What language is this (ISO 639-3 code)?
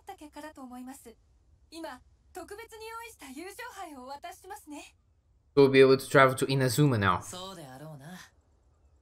jpn